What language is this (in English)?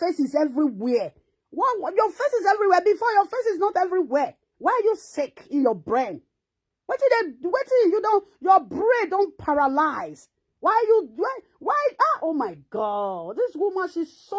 Nigerian Pidgin